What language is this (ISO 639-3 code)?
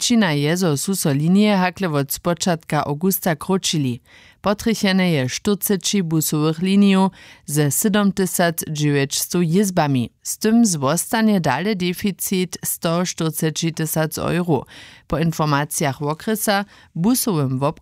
hsb